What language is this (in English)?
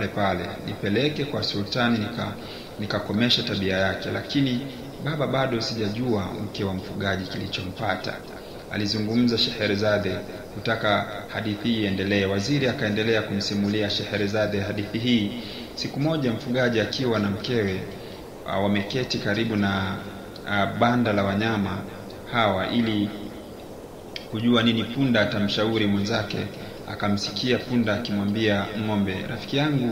Swahili